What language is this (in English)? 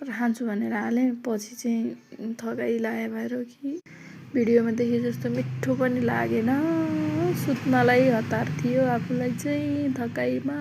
Nepali